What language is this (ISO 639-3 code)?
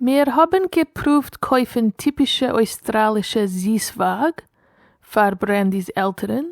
yid